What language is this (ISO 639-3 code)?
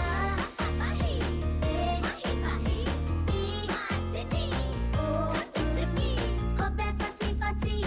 mri